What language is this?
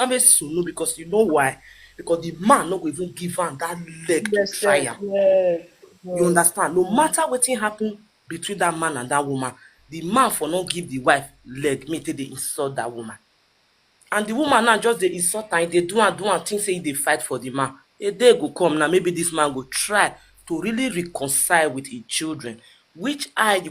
Nigerian Pidgin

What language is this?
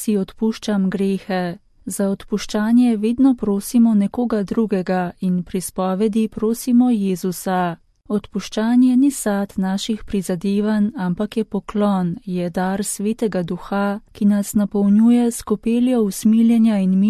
Slovenian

